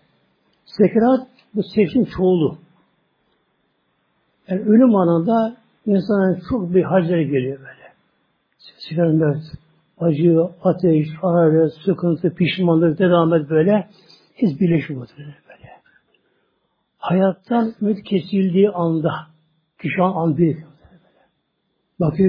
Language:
Turkish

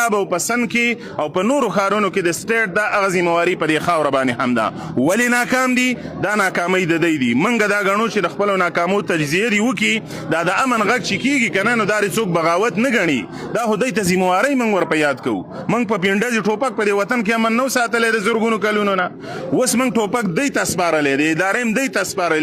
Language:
Pashto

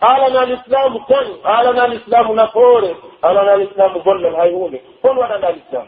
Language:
Pular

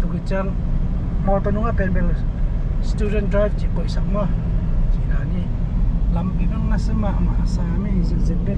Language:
Tedim Chin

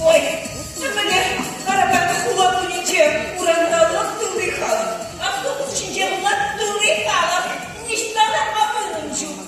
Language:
Chuvash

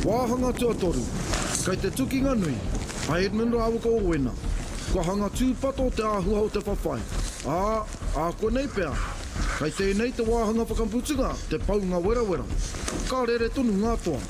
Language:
Māori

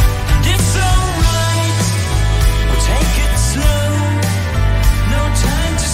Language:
Portuguese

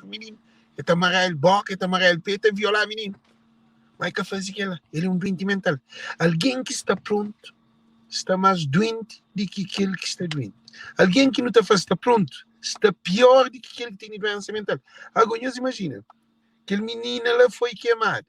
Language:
Kabuverdianu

